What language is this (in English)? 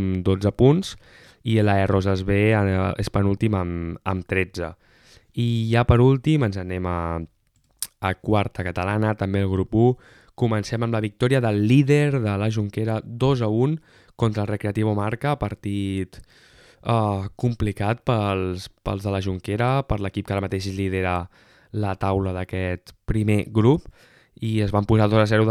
Catalan